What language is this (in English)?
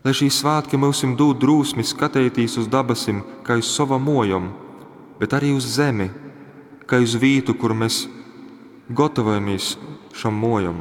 Latgalian